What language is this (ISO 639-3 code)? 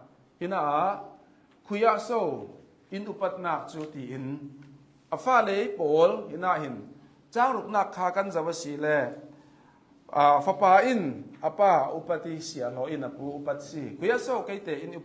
cnh